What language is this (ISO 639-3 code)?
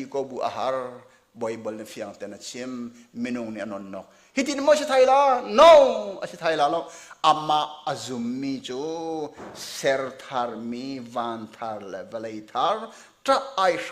cnh